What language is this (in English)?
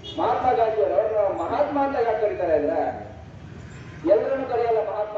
Kannada